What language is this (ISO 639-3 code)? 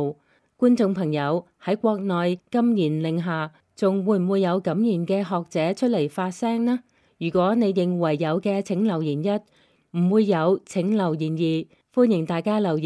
yue